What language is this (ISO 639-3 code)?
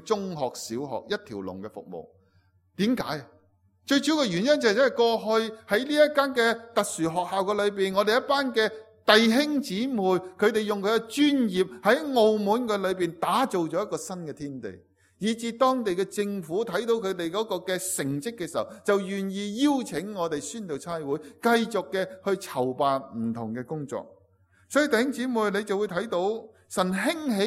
yue